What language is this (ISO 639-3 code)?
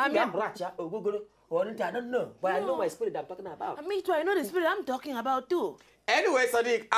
pcm